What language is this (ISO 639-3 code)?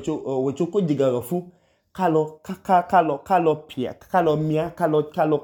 idu